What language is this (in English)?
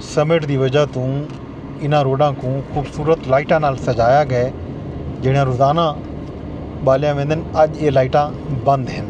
Saraiki